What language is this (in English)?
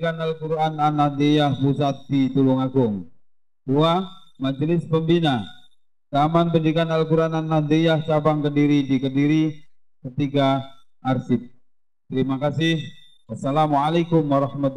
Indonesian